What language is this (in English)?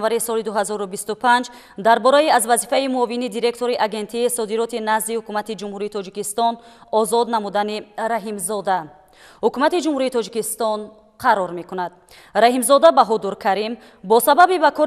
Tajik